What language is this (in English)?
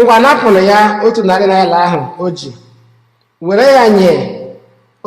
Igbo